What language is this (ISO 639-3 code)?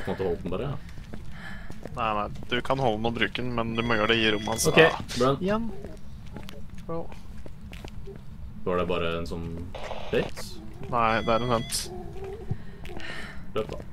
nor